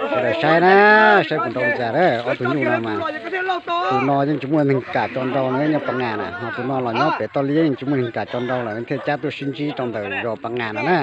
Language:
Hmong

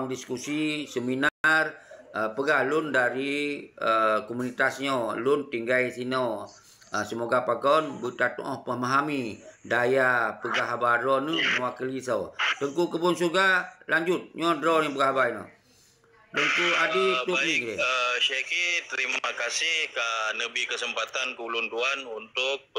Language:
Achinese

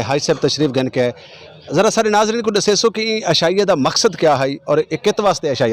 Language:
Saraiki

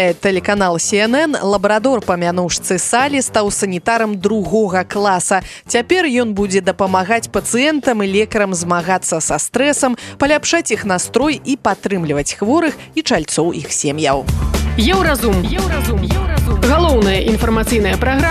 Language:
Belarusian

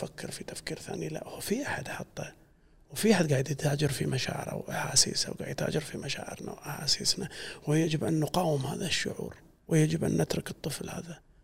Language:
Gulf Arabic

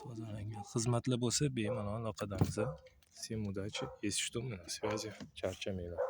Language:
Uzbek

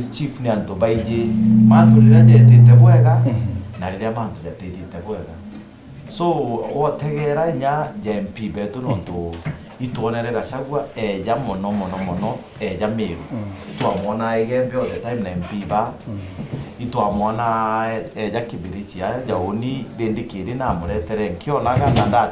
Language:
Meru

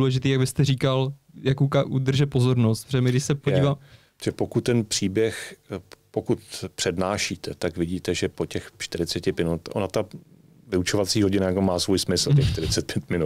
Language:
Czech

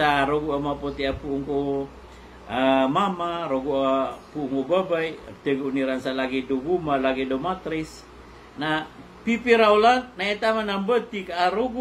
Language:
Maranao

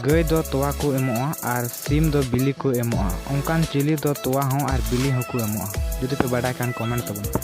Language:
Santali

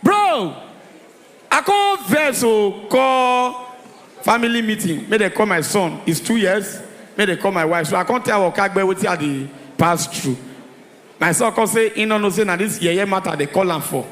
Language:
Nigerian Pidgin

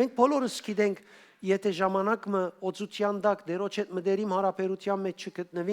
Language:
Western Armenian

